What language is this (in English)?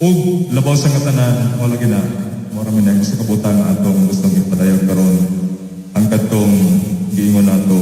Cebuano